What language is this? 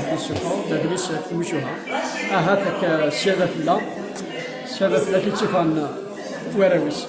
Kabyle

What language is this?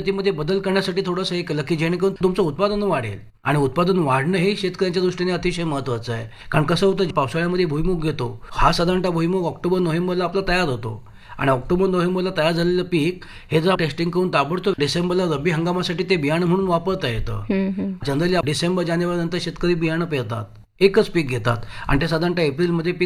Marathi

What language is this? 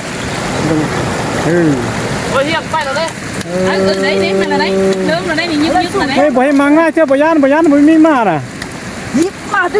Lao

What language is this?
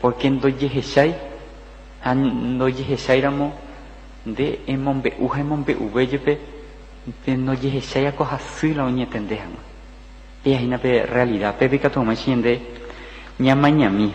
Guarani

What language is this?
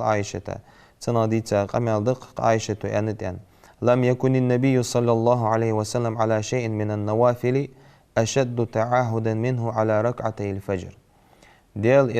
Ingush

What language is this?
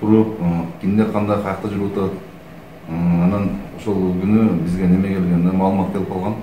Kyrgyz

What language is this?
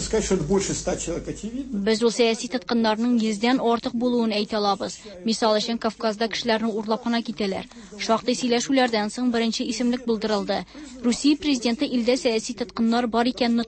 Tatar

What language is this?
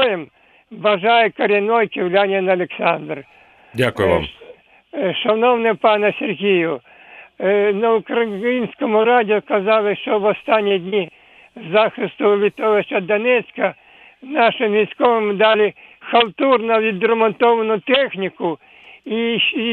Ukrainian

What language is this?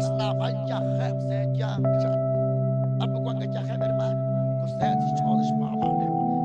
Kekchí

